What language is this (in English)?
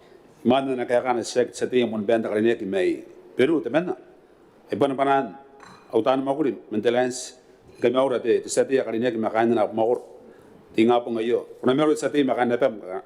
Gilbertese